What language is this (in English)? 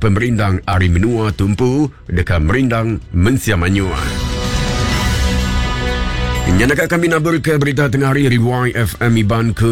Iban